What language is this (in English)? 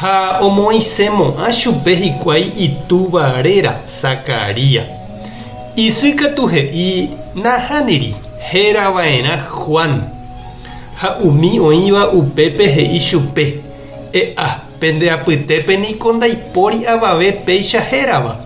Guarani